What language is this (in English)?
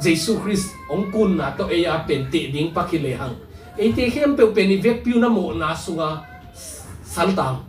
Tedim Chin